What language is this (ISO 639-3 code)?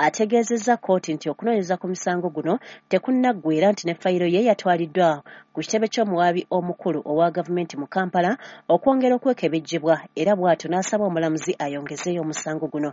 lug